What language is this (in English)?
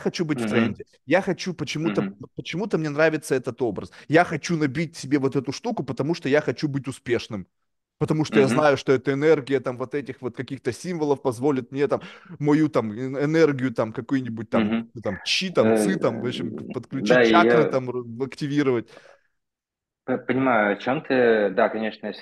Russian